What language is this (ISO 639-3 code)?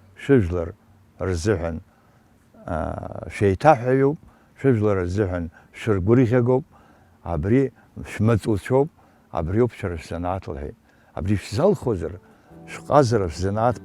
abk